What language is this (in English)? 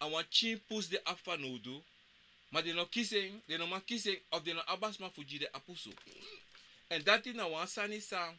Sranan Tongo